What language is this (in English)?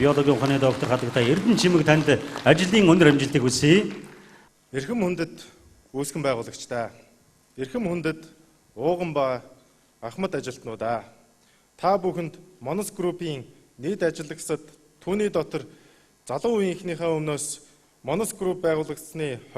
Mongolian